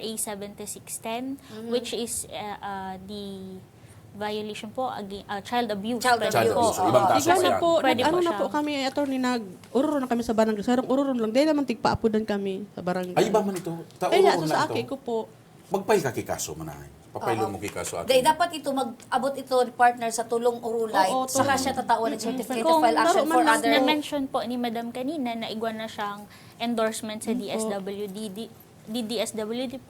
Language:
Bikol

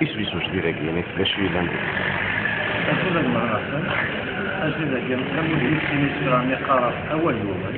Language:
Kabyle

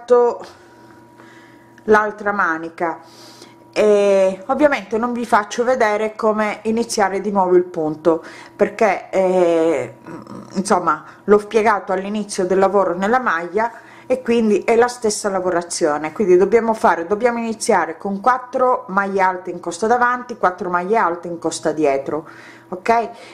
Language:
Italian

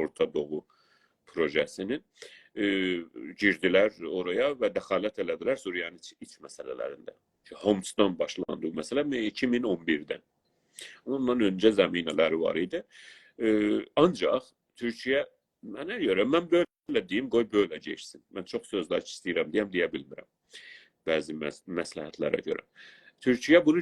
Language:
South Azerbaijani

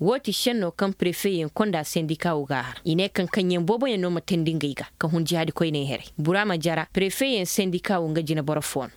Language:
Koyraboro Senni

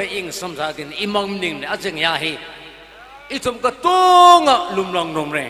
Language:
Tangkhul Naga (India)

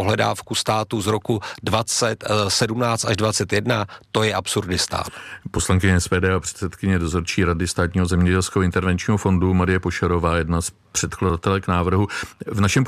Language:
Czech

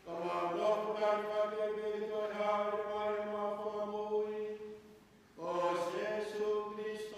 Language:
Tongan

